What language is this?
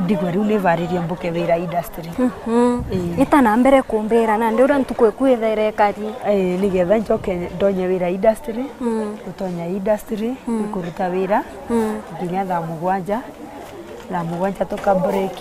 Meru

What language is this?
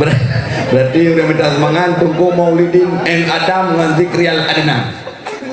Achinese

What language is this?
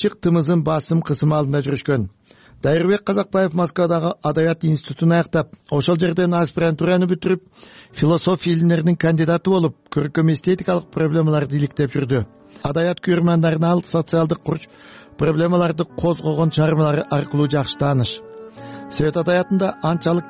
Kyrgyz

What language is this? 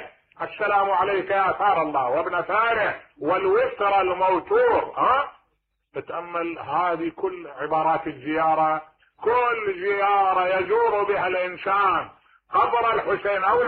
Mesopotamian Arabic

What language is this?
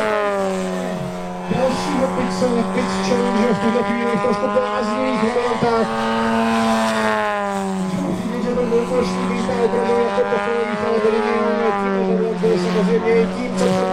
Czech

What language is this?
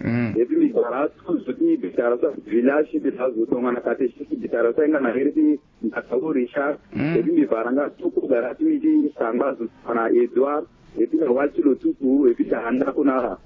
Sango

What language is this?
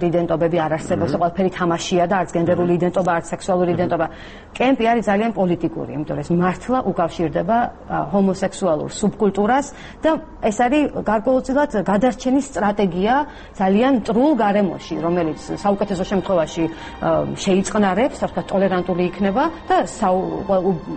Georgian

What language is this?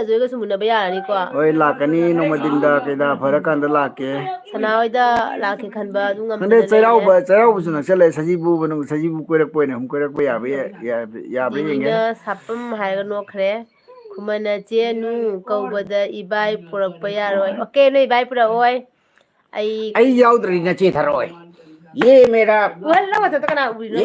Manipuri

